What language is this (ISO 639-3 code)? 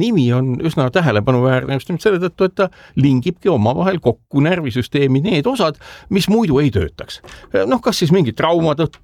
est